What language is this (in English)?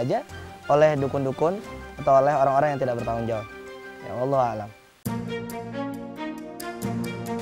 Indonesian